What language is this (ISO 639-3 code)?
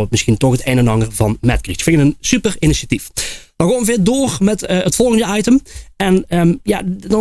lim